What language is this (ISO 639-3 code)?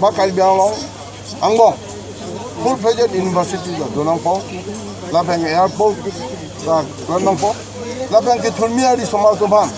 mjw